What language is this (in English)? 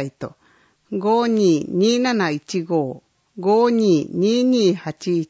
Japanese